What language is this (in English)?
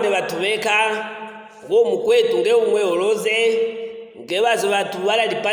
Luvale